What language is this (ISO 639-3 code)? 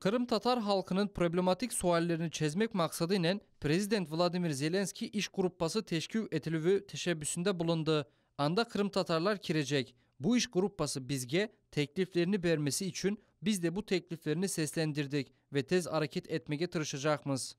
crh